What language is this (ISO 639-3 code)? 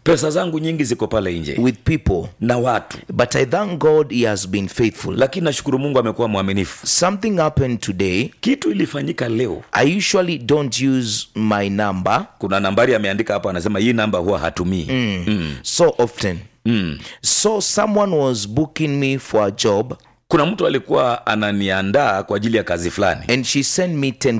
swa